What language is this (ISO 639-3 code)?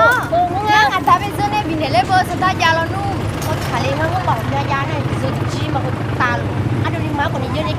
ahk